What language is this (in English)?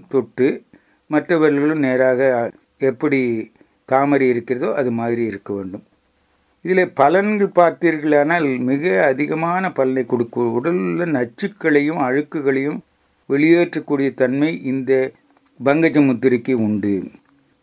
Tamil